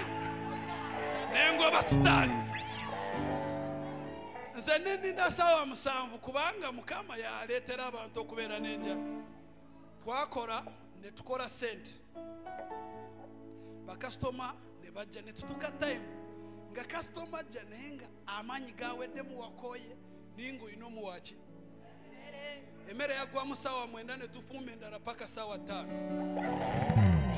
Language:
Ganda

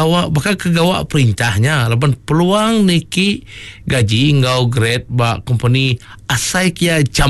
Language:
Iban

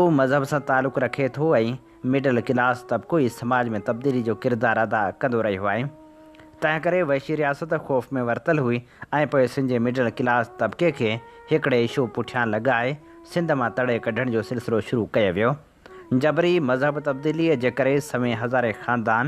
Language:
Sindhi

